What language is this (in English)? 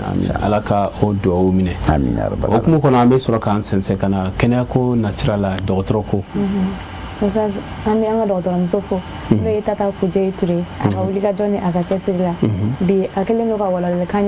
Bambara